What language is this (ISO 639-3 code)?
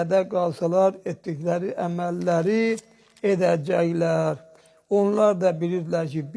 aze